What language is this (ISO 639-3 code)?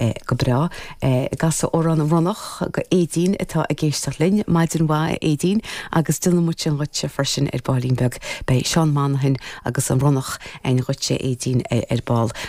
gle